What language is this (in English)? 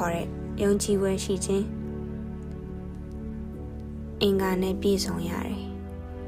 Burmese